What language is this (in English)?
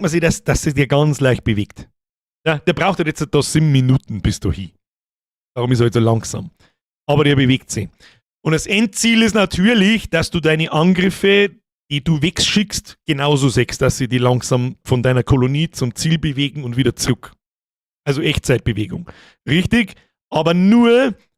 Bavarian